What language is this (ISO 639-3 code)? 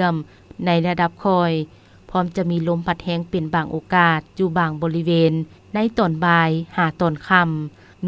lao